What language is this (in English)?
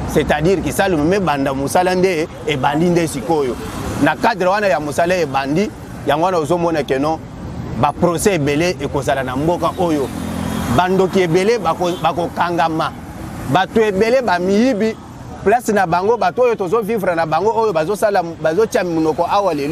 Lingala